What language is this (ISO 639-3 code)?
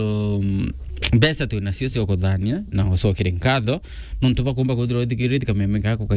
mer